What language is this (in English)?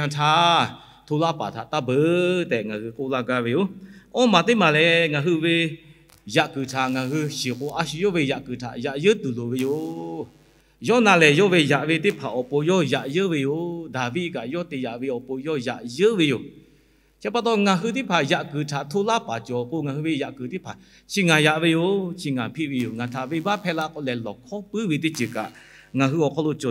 Lahu